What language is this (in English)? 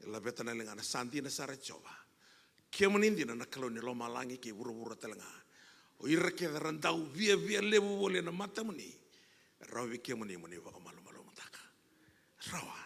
Fijian